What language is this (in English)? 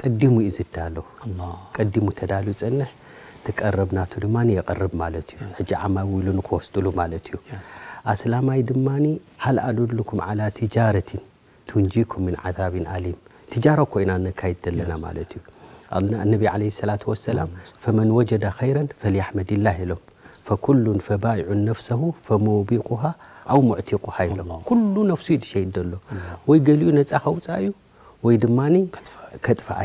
Tigrinya